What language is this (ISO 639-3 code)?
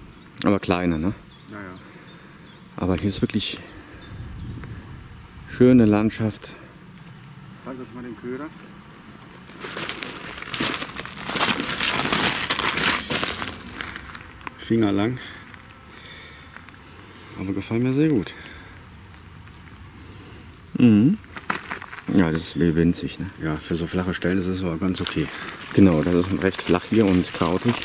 deu